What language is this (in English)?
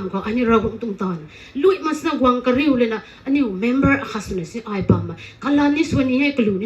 Rongmei Naga